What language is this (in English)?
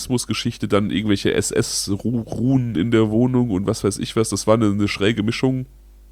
German